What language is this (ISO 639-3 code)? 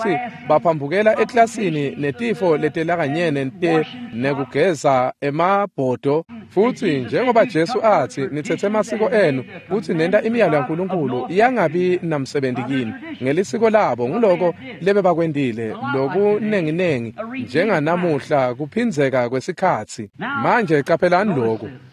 ssw